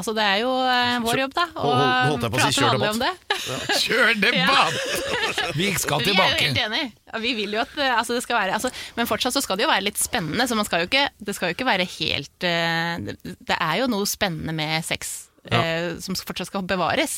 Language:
Norwegian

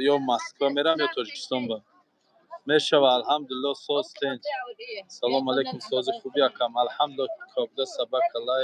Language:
Tajik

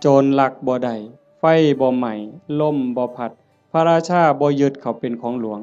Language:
Northeastern Thai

